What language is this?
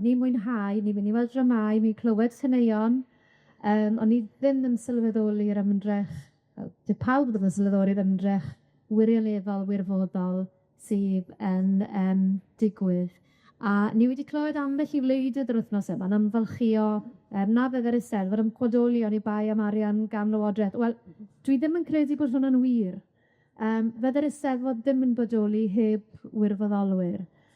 Welsh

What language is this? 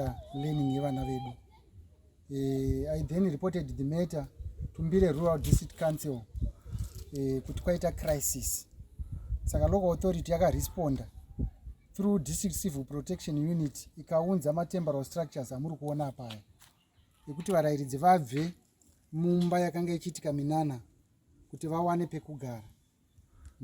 Shona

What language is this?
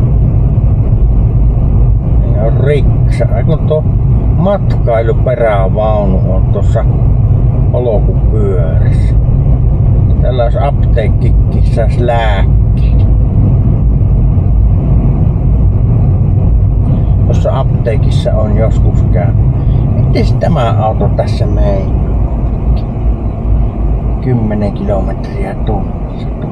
Finnish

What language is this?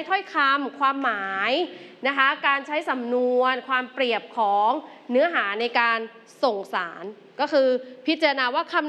Thai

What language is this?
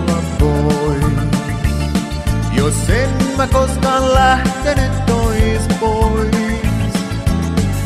Finnish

